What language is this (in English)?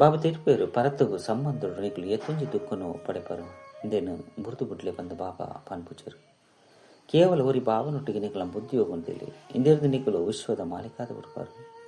Tulu